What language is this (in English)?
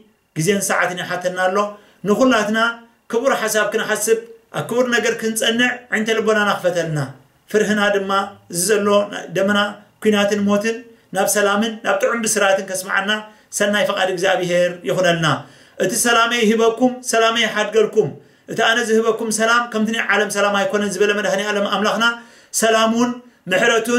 Tigrinya